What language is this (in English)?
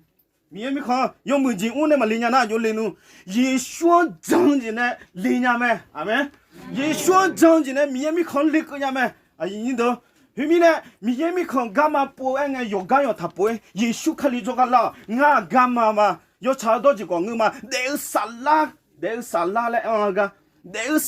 Akha